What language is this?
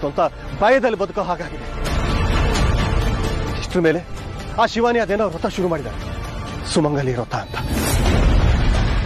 Kannada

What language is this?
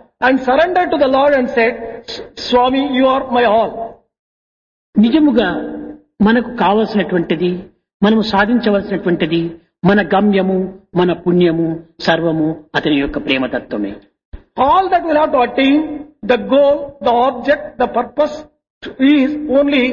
Telugu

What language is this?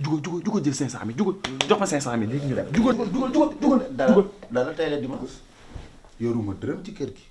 Wolof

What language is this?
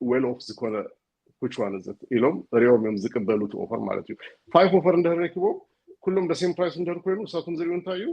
Tigrinya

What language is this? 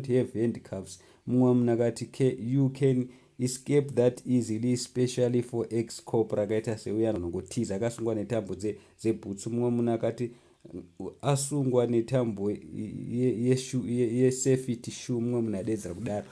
Shona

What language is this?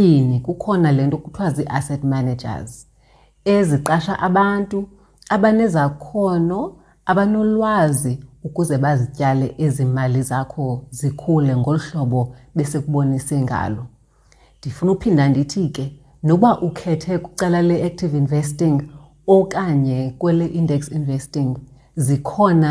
Xhosa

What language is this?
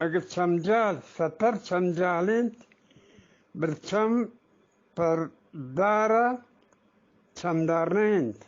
Eastern Balochi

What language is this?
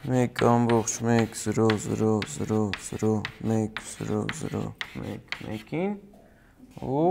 Armenian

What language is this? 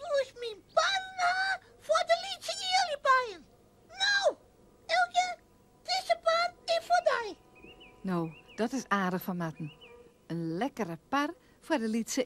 Western Frisian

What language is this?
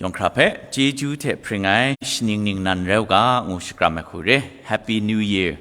Kachin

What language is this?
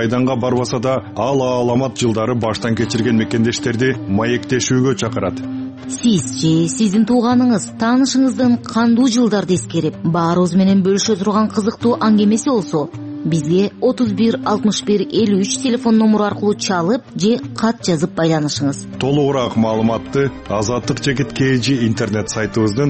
Kyrgyz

